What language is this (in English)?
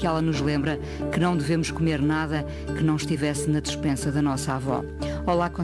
Portuguese